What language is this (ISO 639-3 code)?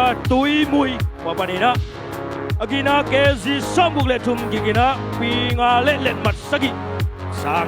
ctd